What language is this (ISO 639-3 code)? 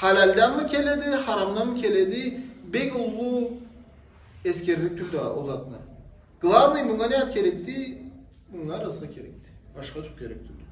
krc